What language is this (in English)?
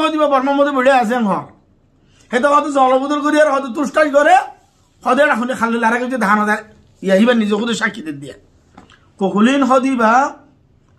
Rohingya